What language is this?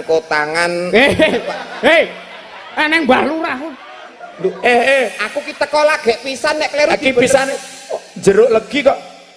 Javanese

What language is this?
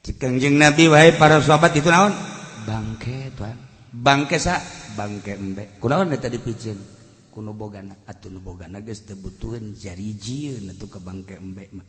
Sundanese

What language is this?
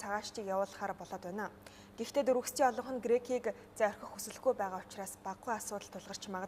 Mongolian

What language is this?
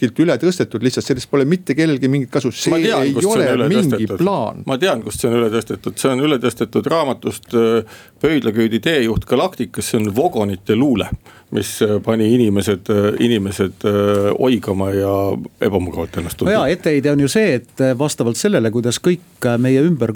Estonian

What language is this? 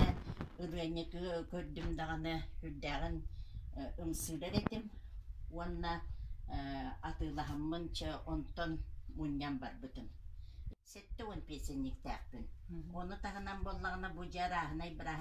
Yakut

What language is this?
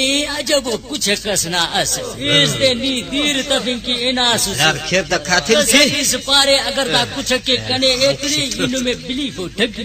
Brahui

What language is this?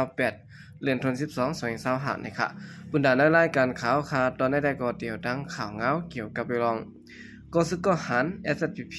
Shan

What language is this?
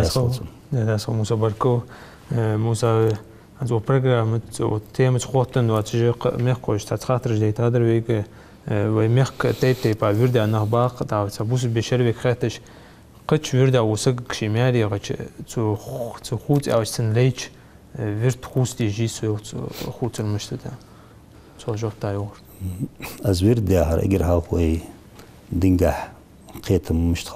Ingush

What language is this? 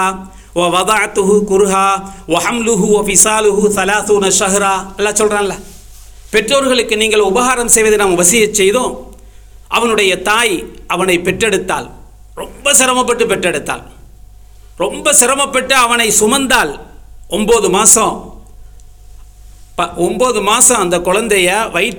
Tamil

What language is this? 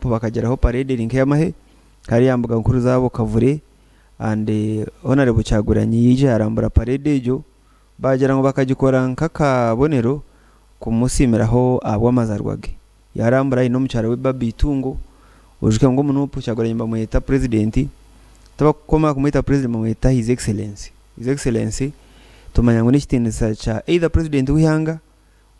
Nyankole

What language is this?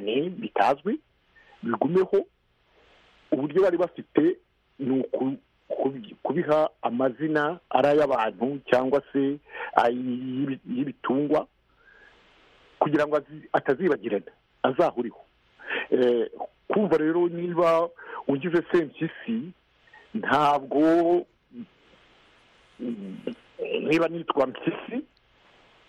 Kinyarwanda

